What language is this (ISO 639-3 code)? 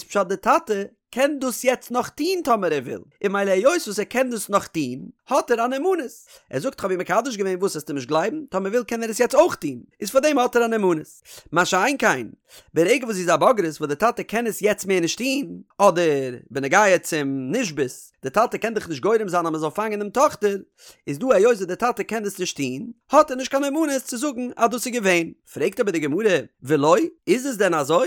yid